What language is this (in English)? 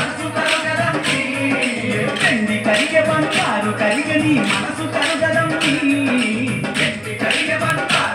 Telugu